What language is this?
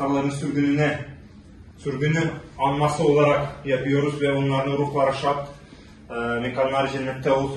Crimean Tatar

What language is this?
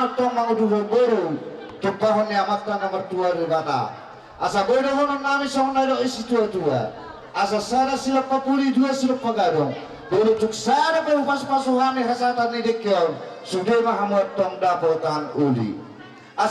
Batak Toba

